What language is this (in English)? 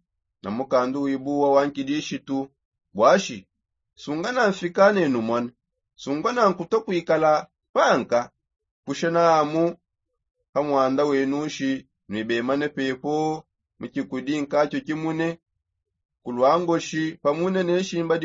Songe